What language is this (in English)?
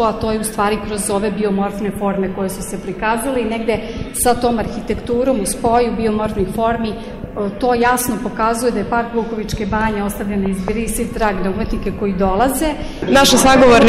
Serbian